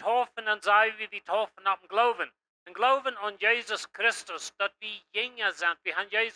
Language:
Plautdietsch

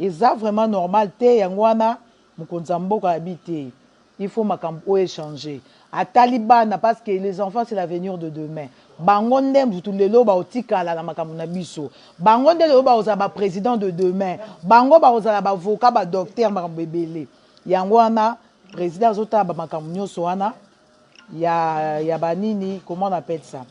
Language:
Lingala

